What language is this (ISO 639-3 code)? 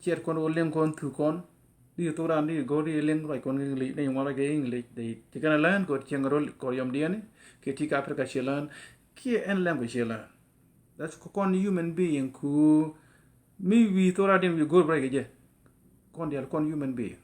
nus